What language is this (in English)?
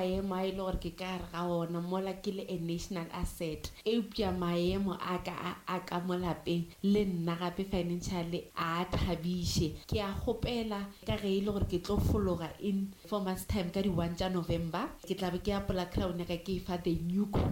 Northern Sotho